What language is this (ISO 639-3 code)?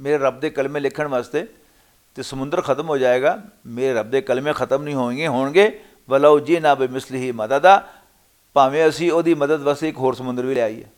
lah